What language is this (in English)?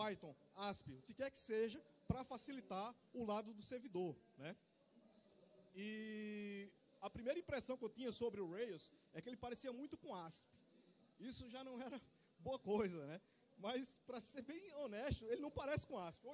Portuguese